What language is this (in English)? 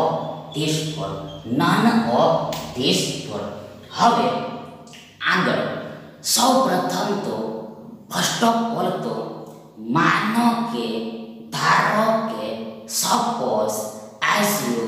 Gujarati